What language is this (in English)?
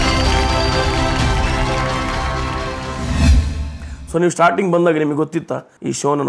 Kannada